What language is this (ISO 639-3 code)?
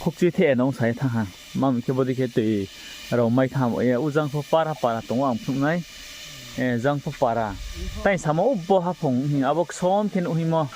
ria